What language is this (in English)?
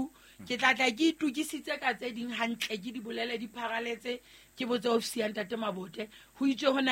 Southern Sotho